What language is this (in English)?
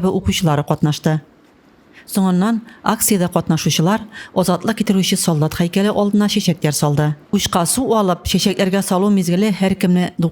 Tatar